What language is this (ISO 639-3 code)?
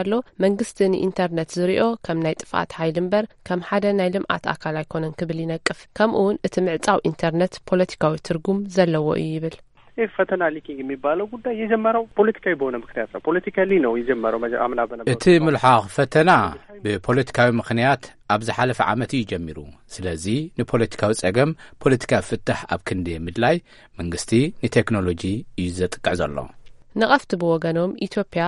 tir